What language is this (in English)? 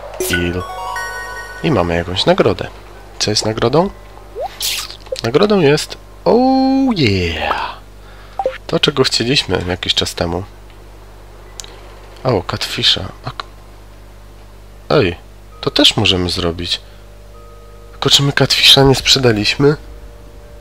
Polish